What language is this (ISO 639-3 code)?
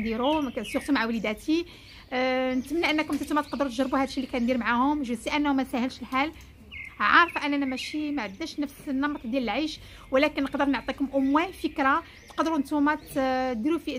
ary